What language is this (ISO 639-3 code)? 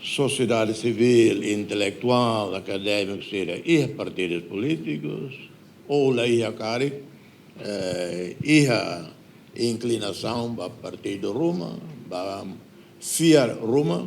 tet